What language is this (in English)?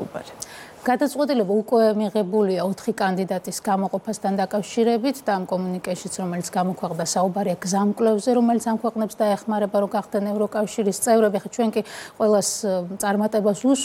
Georgian